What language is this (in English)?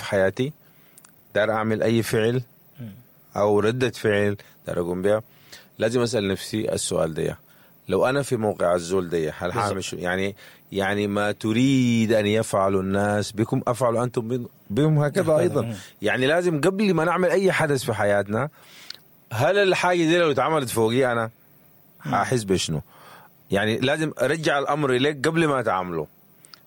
Sudanese Arabic